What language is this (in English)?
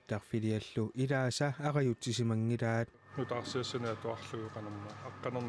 Kalaallisut